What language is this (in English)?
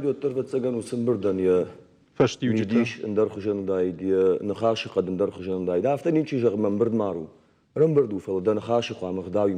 Ossetic